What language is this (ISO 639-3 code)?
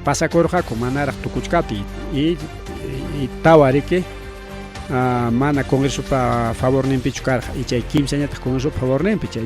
quy